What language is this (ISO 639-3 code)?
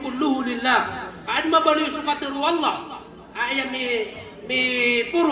mrw